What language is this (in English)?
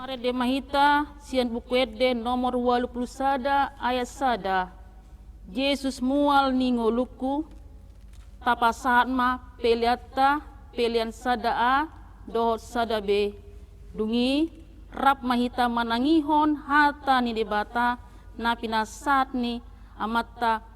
Batak Toba